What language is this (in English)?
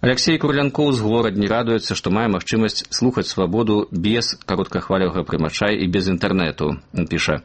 Belarusian